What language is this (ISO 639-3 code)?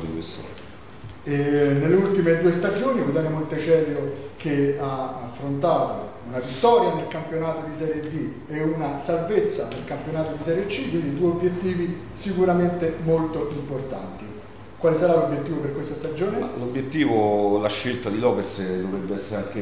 ita